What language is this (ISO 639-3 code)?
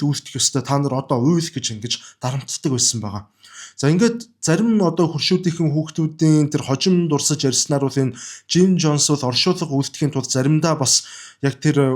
mon